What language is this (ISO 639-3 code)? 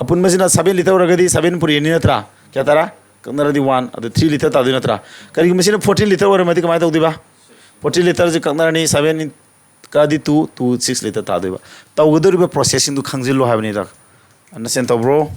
mni